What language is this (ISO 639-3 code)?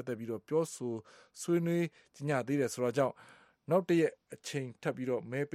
mya